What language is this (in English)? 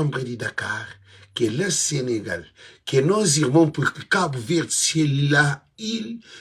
Kabuverdianu